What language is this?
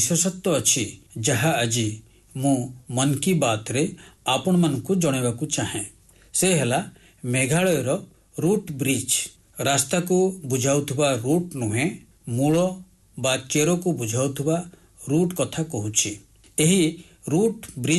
Odia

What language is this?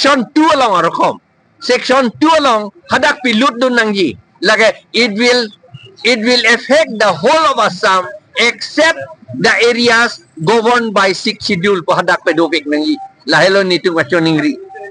Karbi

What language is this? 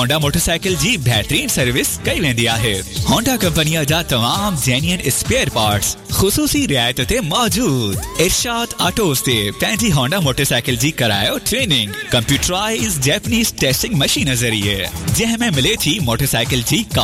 Urdu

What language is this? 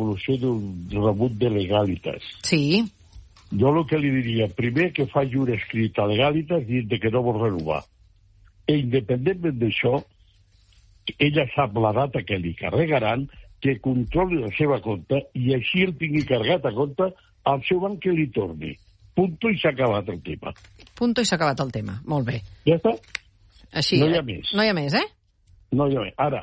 Catalan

